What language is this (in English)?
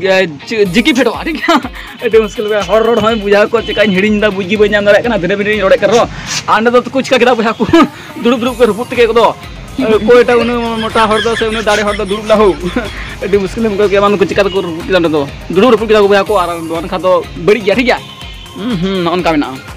Santali